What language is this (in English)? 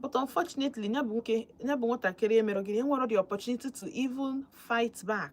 Igbo